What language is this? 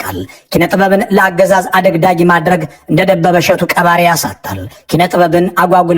Amharic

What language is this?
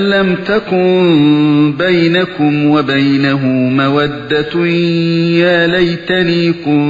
Uyghur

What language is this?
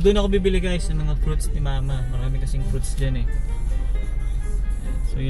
Filipino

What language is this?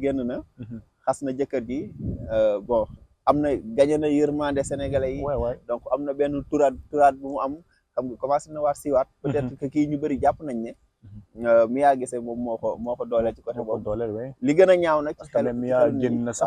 Wolof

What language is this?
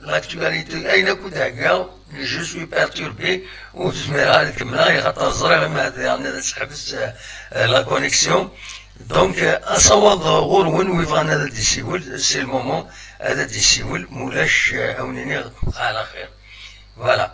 Kabyle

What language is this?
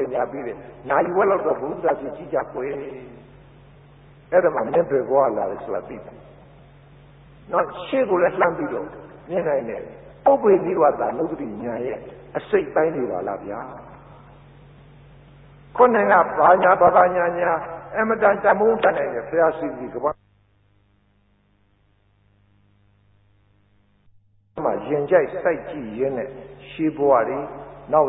Burmese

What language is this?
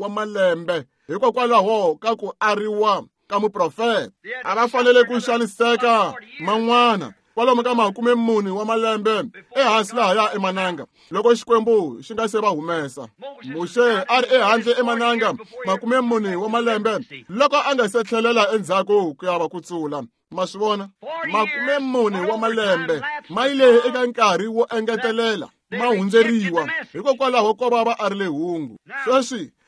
Tsonga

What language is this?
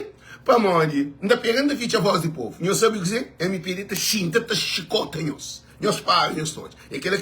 Kabuverdianu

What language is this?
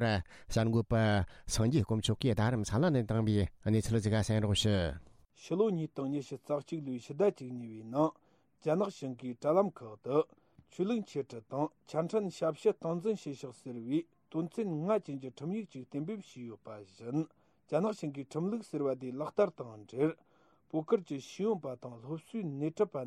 Tibetan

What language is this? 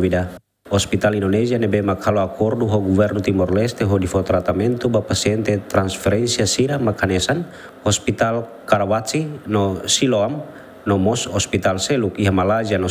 Tetum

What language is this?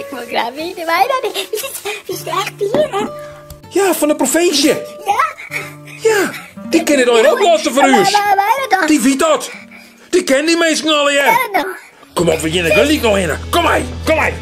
Western Frisian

